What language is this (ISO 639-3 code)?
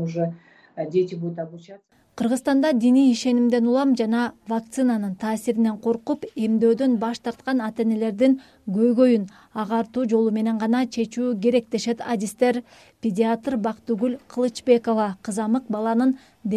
kir